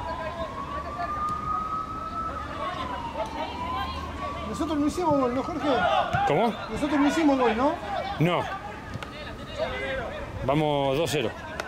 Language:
Spanish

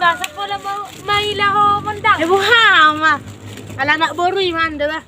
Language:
Batak Toba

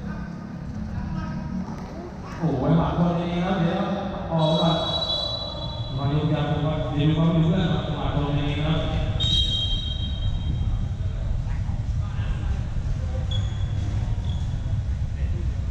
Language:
Thai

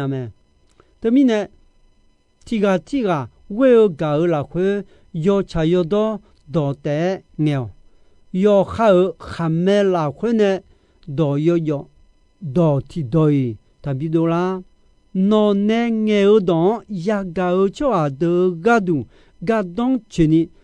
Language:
Akha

